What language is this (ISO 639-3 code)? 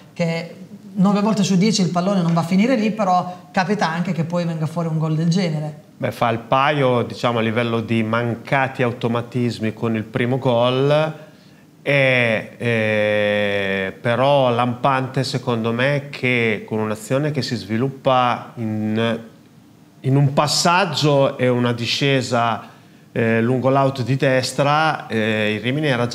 ita